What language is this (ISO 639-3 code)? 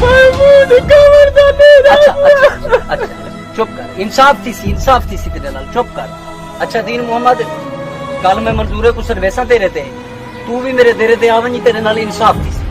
skr